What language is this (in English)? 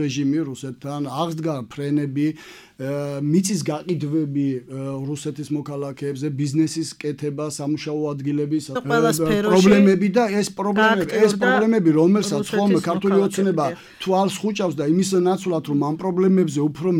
Georgian